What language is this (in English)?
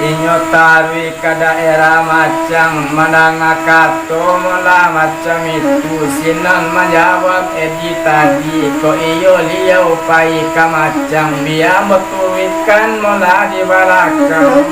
Minangkabau